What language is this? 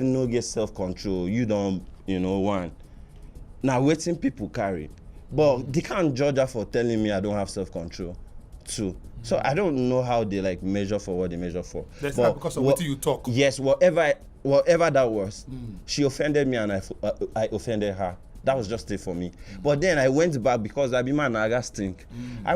Nigerian Pidgin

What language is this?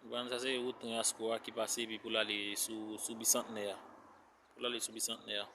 Haitian Creole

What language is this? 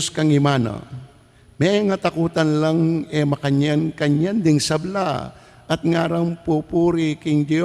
Pampanga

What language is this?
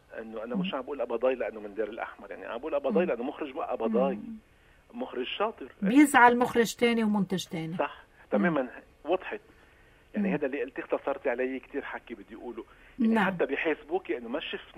North Levantine Arabic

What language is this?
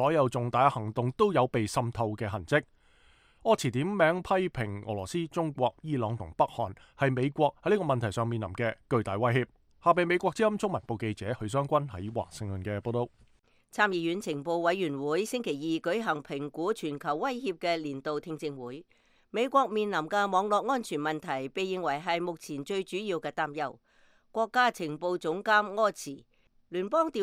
Cantonese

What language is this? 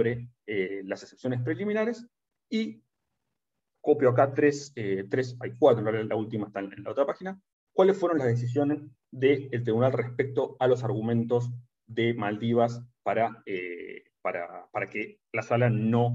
Spanish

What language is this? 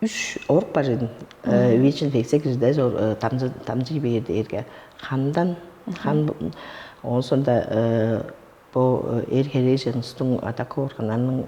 Tuvinian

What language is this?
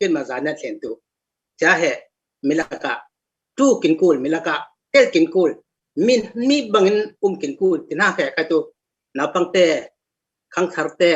Falam Chin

